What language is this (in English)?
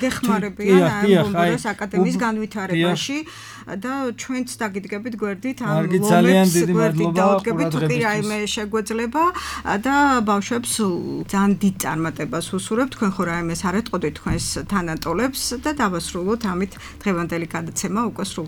Georgian